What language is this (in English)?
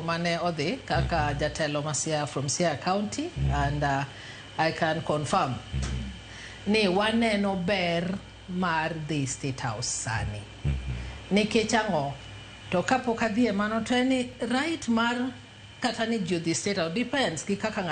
Luo (Kenya and Tanzania)